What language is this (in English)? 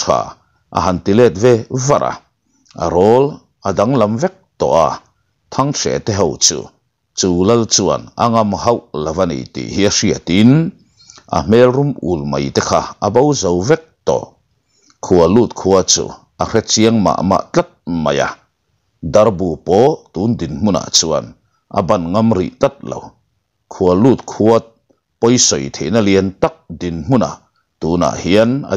Mizo